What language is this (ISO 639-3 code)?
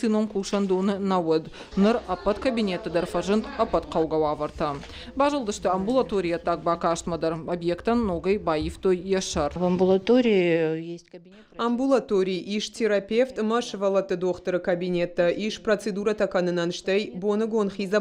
oss